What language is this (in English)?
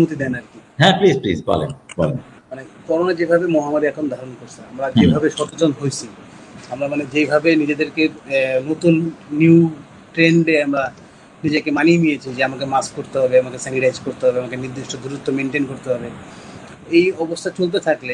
Bangla